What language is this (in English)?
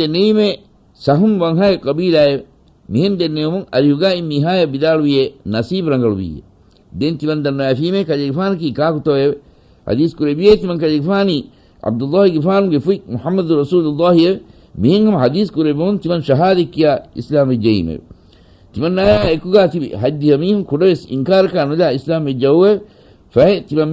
Divehi